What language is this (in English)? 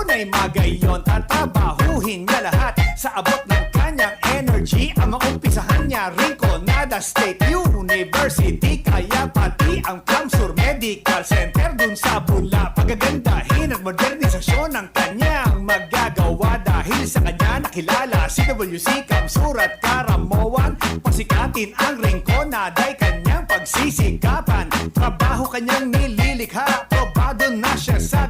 Bikol